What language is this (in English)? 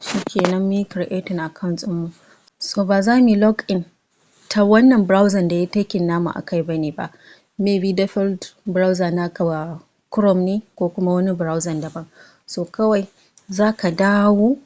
Hausa